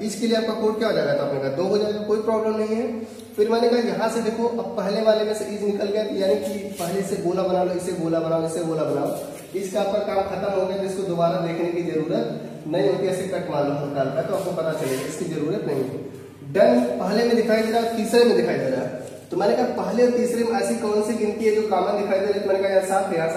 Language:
Hindi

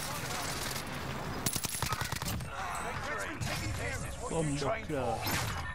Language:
English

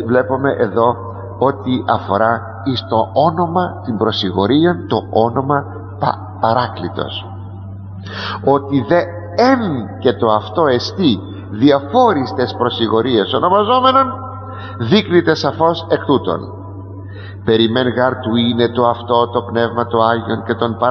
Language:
Greek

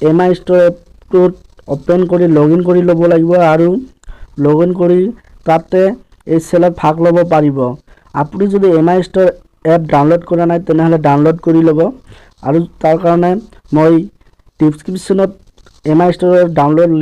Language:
Assamese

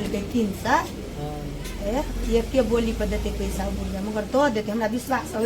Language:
Maithili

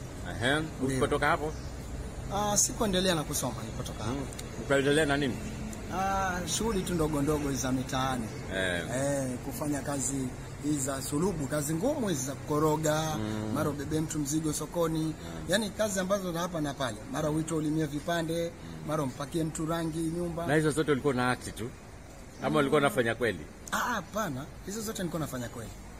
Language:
Swahili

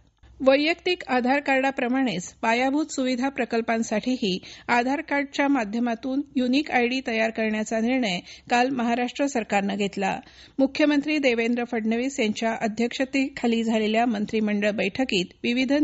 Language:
Marathi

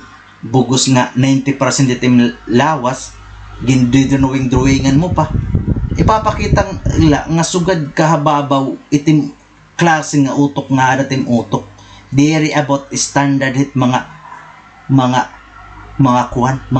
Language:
Waray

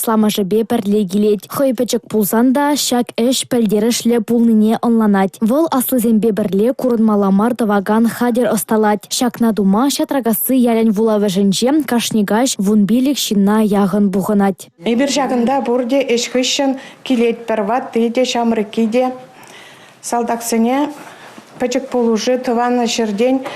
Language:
Chuvash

